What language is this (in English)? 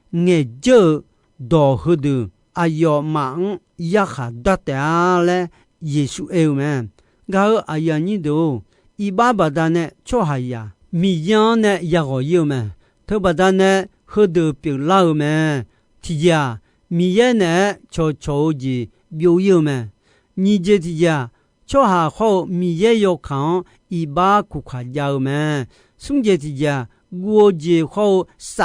Akha